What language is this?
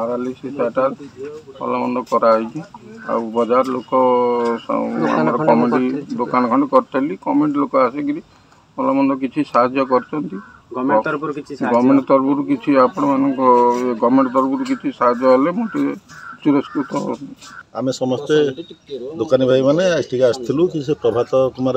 Odia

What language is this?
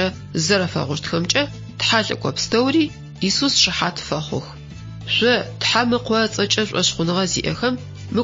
Adyghe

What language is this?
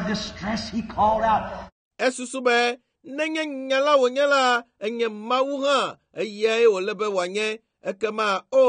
Ewe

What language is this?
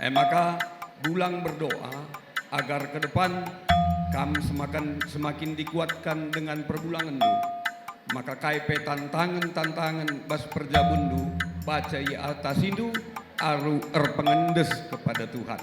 Batak Karo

